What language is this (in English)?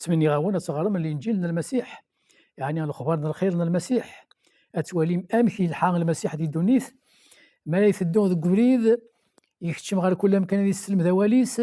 Kabyle